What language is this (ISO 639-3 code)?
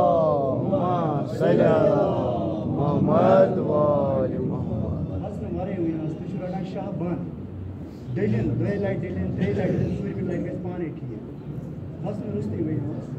kas